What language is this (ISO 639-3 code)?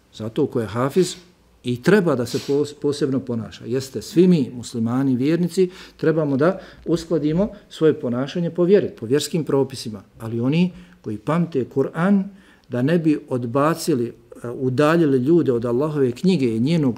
bos